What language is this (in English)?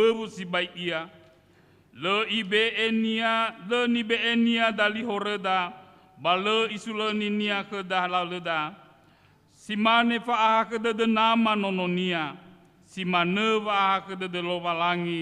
Nias